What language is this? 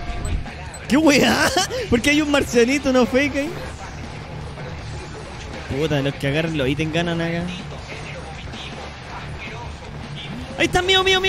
Spanish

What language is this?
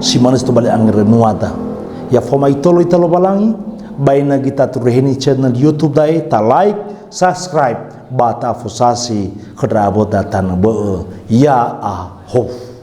Nias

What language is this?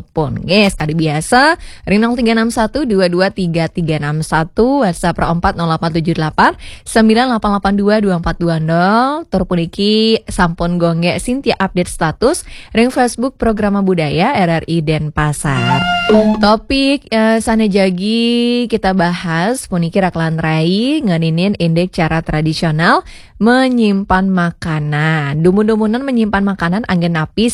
Balinese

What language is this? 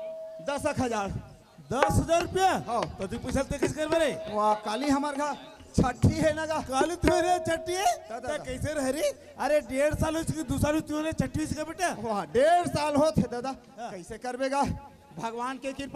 Chhattisgarhi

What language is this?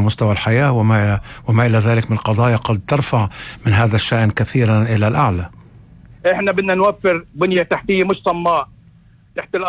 North Levantine Arabic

